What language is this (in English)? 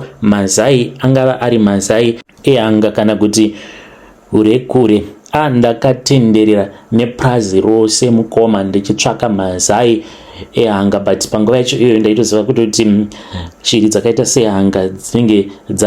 Shona